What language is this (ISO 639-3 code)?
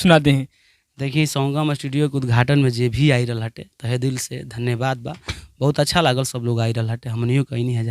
bho